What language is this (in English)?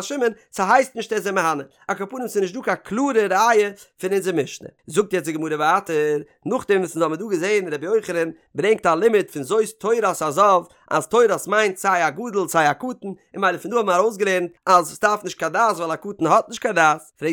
Yiddish